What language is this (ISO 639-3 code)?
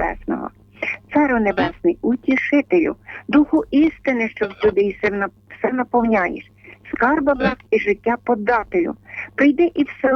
ukr